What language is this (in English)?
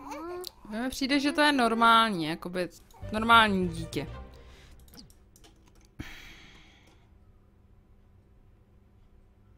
Czech